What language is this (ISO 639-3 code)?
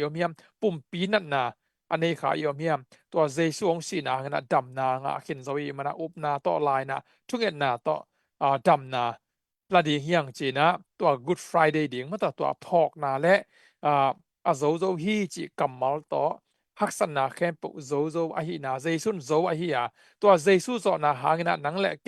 ctd